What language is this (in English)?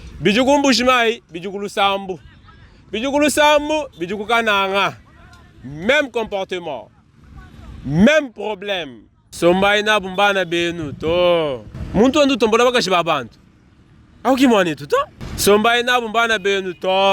Luba-Lulua